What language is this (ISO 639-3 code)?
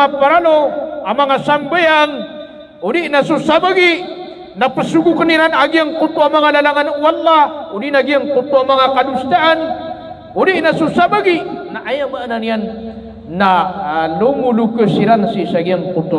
mrw